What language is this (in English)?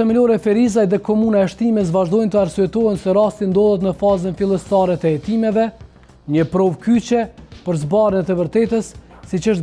Albanian